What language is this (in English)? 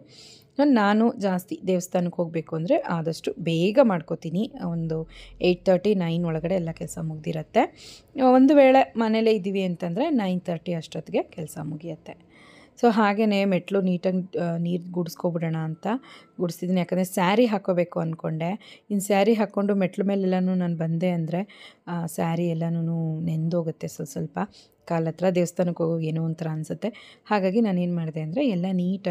Kannada